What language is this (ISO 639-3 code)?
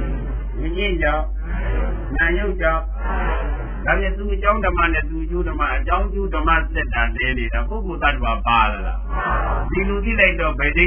mya